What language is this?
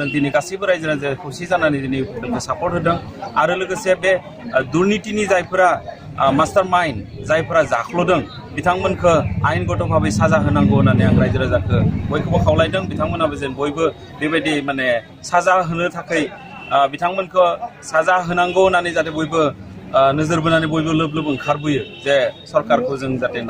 Bodo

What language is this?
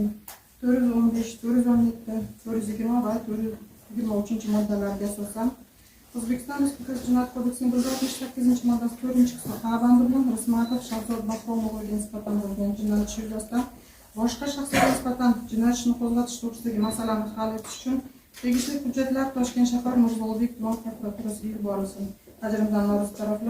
Uzbek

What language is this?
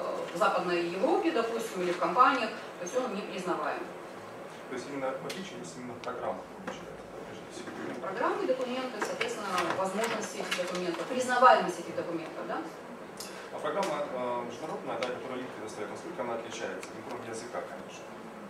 Russian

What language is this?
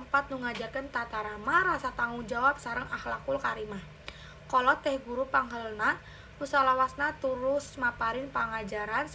Sundanese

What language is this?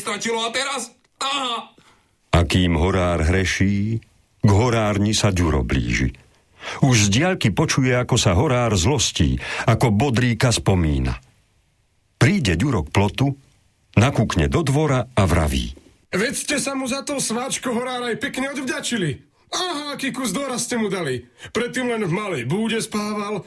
Slovak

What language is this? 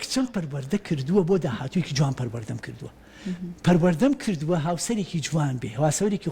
Central Kurdish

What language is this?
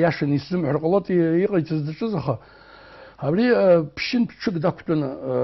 Abkhazian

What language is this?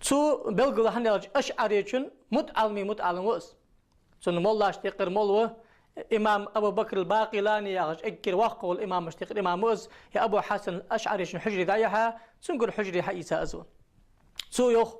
Ingush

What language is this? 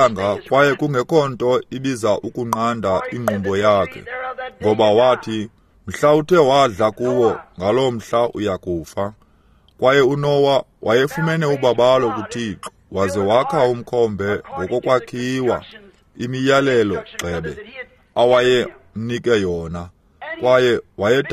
Xhosa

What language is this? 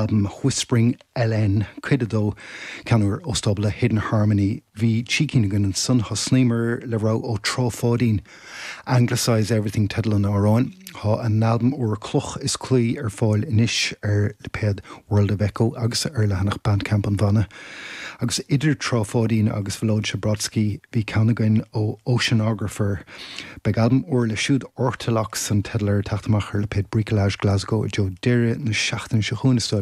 Irish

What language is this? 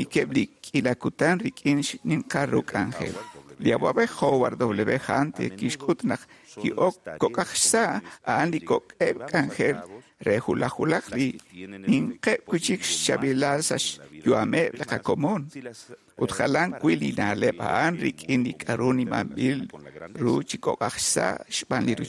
Kekchí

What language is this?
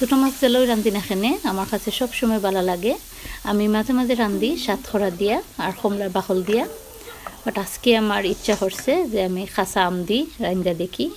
Sylheti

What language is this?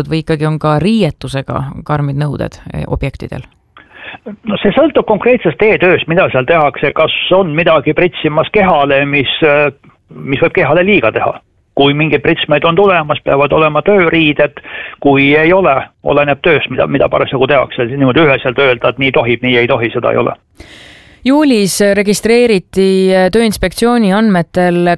Estonian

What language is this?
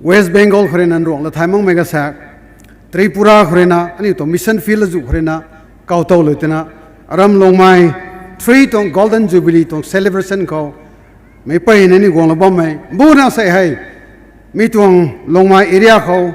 Rongmei Naga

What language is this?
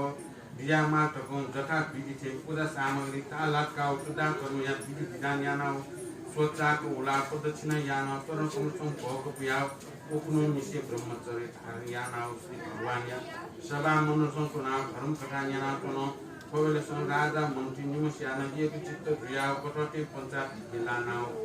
Newari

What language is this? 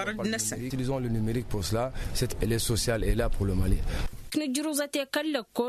Tamasheq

